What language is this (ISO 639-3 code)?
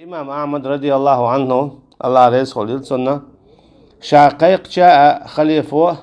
che